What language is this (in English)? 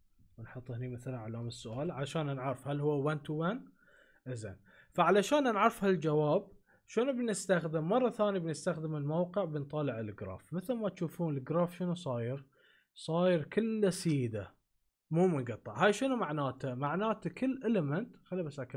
Gulf Arabic